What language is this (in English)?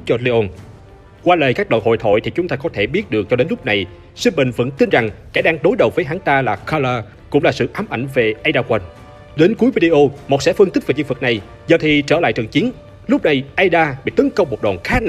Vietnamese